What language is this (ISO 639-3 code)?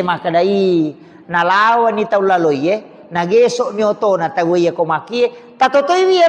bug